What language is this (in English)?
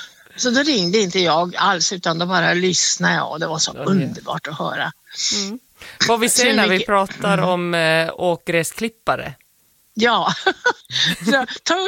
Swedish